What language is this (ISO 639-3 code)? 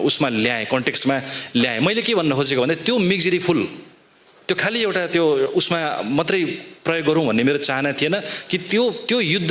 nep